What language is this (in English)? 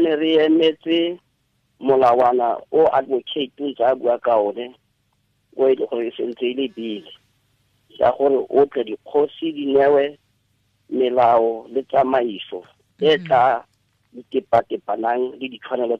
Tswana